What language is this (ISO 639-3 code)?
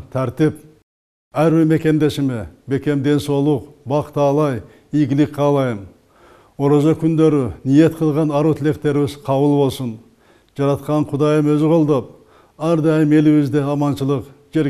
kir